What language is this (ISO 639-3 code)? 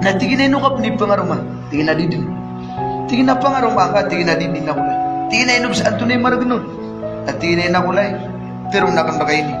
mrw